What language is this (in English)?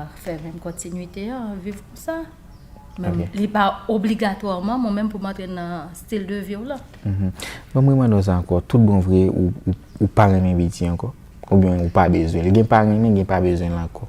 Haitian Creole